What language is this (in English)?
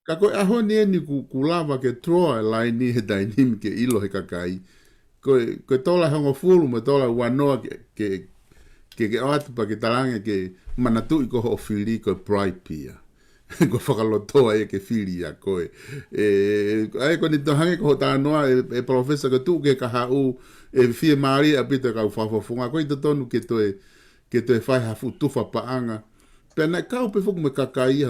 Tongan